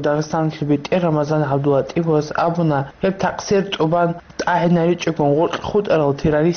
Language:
Avaric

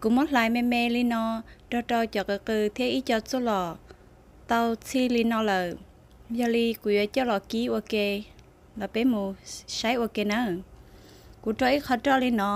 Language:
Hmong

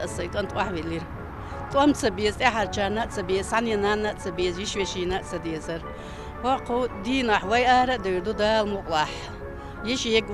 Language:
Chechen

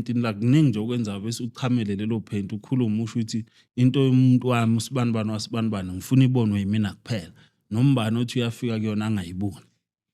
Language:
Zulu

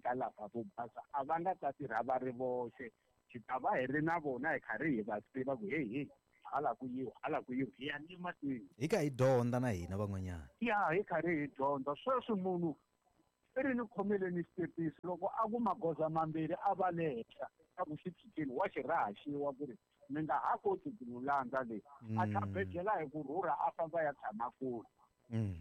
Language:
Tsonga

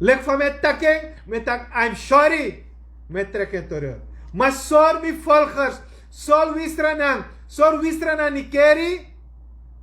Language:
Sranan Tongo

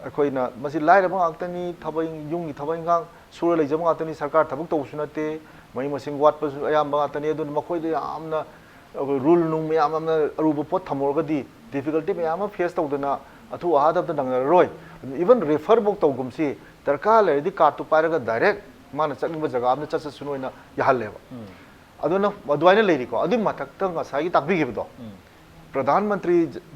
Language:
Manipuri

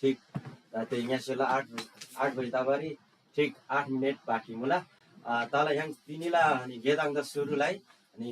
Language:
Eastern Tamang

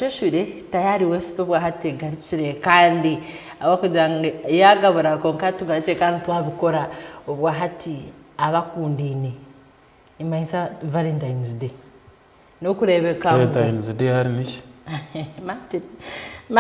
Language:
Nyankole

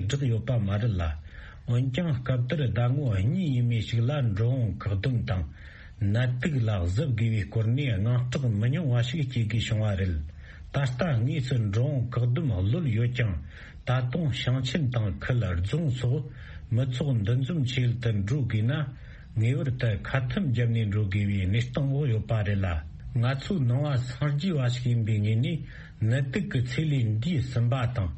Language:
Tibetan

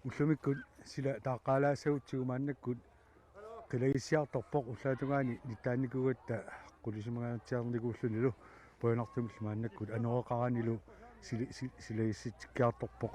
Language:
Kalaallisut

